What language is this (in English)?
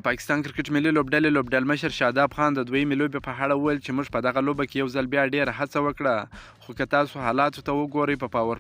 Pashto